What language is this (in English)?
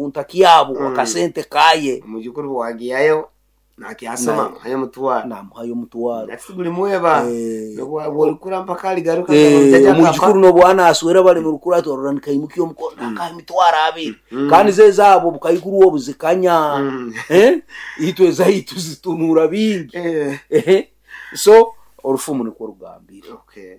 Nyoro